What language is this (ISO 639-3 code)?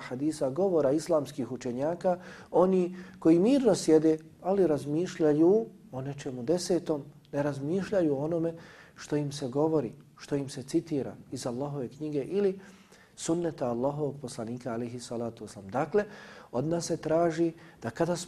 bos